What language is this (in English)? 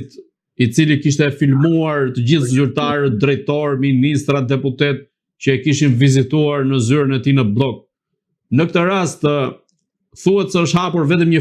Albanian